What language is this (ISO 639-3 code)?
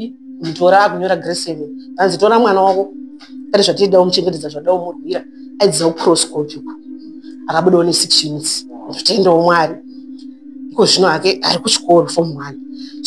sna